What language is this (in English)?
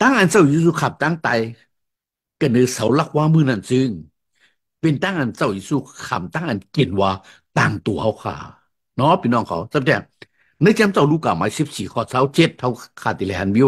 Shan